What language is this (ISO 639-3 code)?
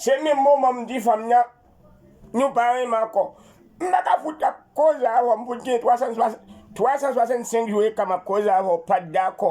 hat